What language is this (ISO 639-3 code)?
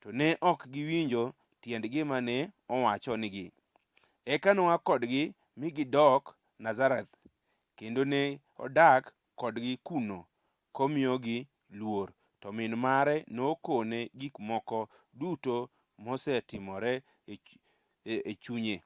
luo